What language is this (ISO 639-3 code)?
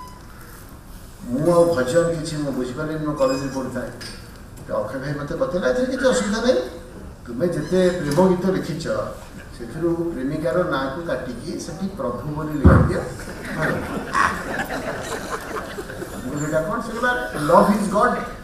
ori